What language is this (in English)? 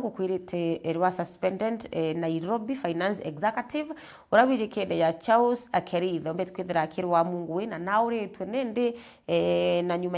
Meru